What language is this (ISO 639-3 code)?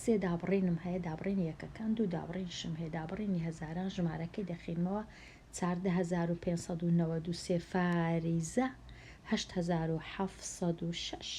ckb